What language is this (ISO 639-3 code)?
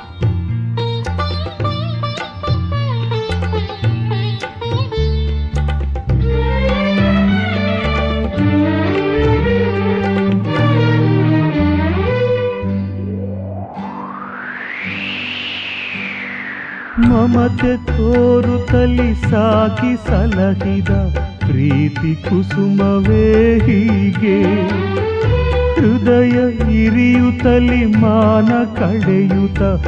kan